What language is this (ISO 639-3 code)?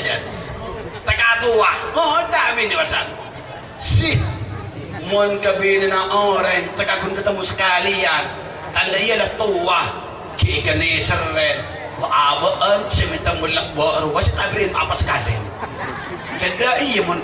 mad